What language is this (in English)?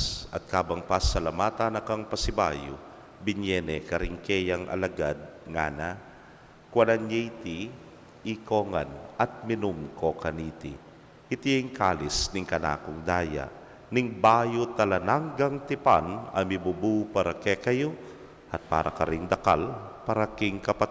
Pampanga